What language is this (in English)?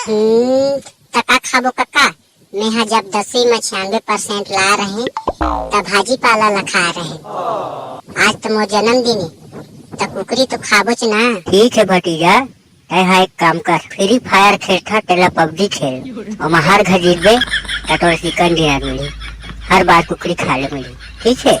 Chhattisgarhi